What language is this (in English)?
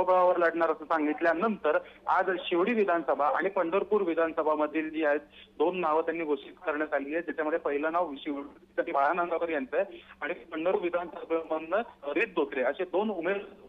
Marathi